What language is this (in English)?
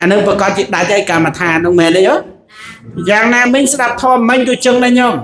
Khmer